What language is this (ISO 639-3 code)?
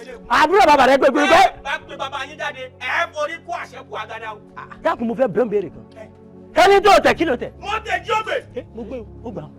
yor